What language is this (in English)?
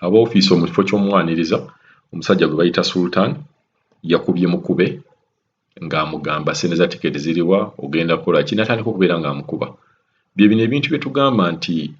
Ganda